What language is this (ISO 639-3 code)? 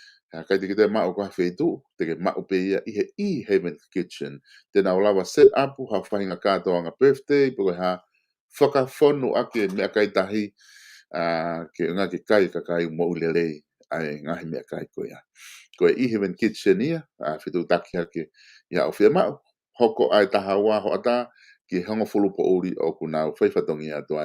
ton